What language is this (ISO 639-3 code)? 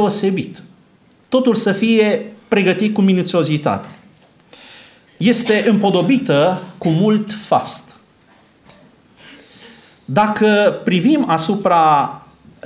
ron